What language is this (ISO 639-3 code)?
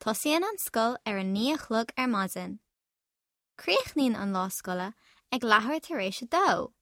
gle